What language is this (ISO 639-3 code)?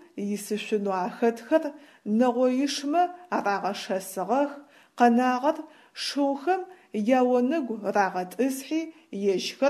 ady